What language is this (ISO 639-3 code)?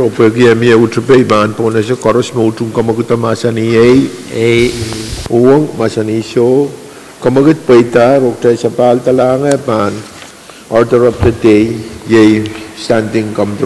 pon